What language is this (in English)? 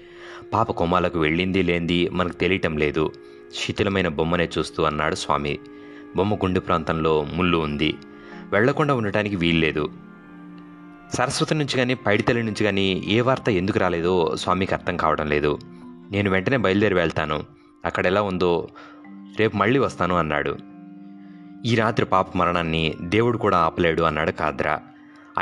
Telugu